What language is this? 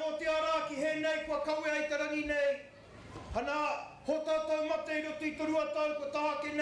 Māori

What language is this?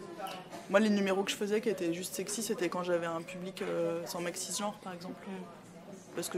French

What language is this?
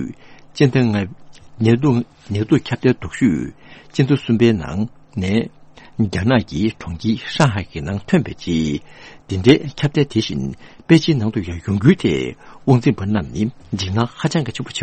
Tibetan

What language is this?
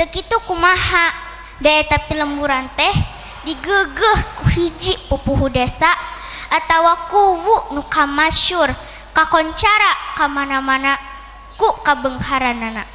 Sundanese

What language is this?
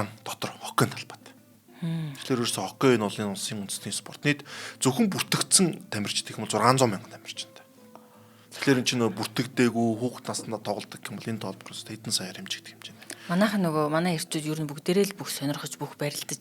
Mongolian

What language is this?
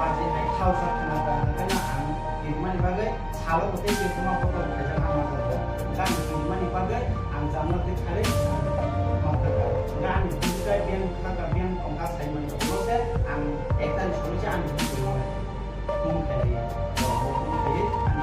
Kok Borok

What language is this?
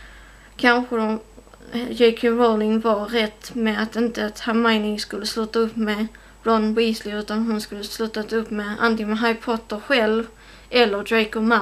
Swedish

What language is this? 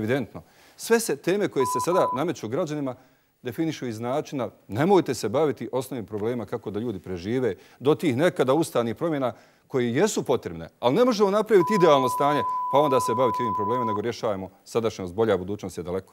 Bosnian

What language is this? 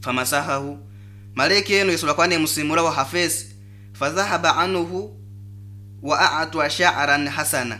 Nyoro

